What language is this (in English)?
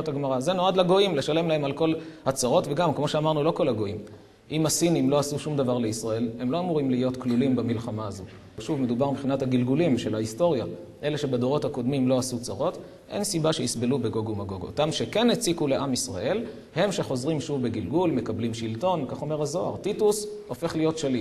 Hebrew